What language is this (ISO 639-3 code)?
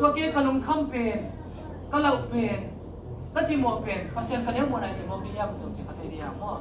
ctd